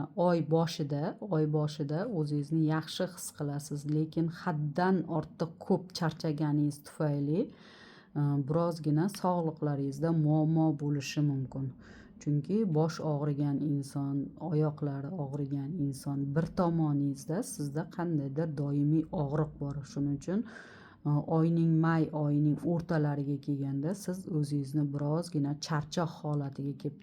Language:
Uzbek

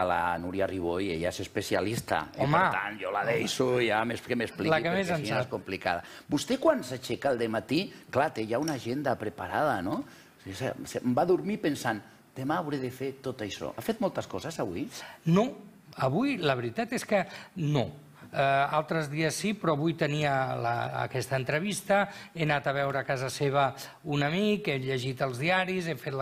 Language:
Catalan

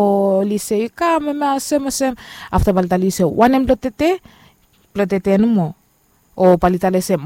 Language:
Bislama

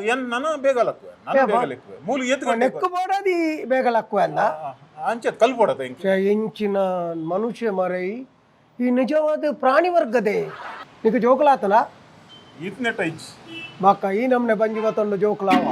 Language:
Tulu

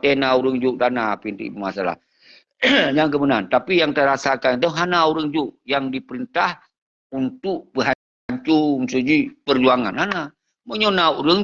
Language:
Achinese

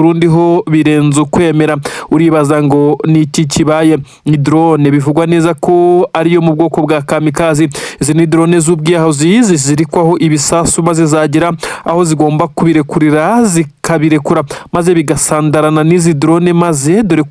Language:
Kinyarwanda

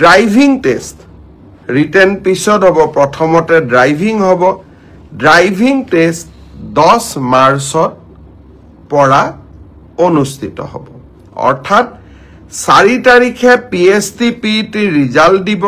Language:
Assamese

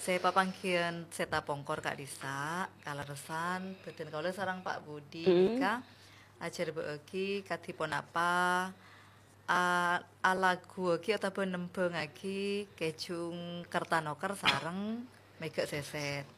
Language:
Madurese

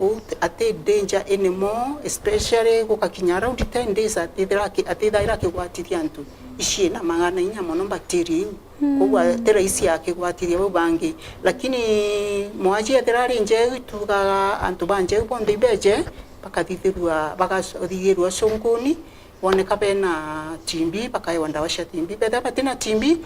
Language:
Meru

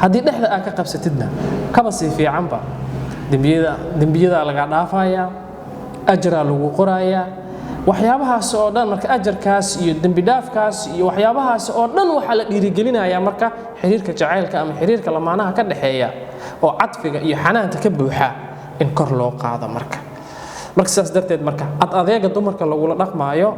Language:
Somali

